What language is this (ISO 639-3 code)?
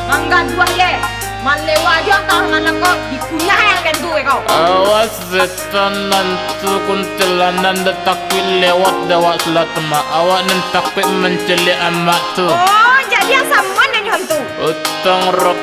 min